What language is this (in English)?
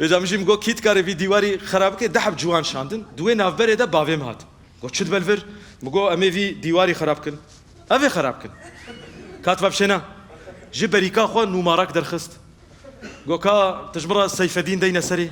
Kurdish